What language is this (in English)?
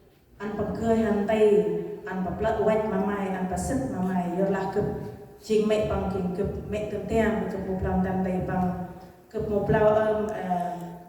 Central Mnong